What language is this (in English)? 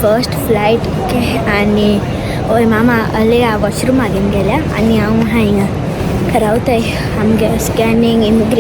Konkani